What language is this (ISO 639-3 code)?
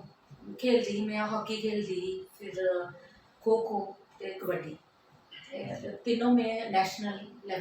doi